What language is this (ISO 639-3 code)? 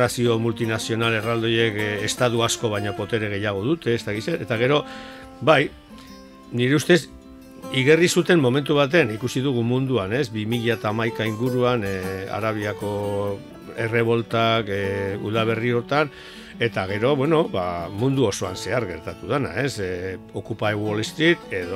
eus